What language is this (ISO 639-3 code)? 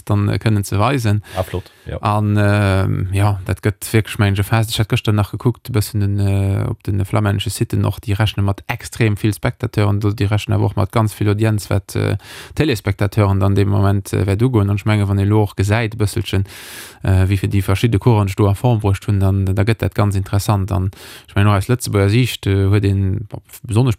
ltz